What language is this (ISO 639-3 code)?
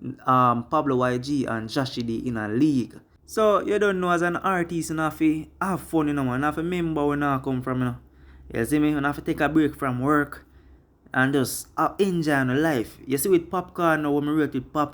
jam